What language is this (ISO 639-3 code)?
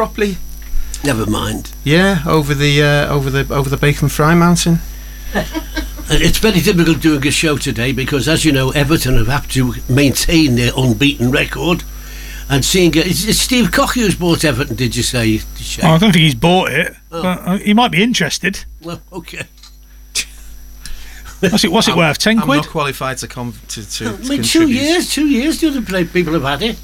eng